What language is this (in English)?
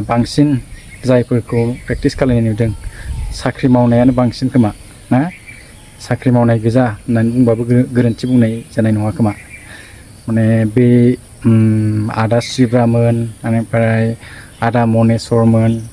Bodo